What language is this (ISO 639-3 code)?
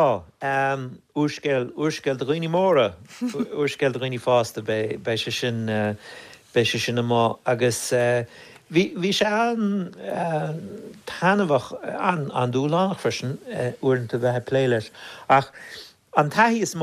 gle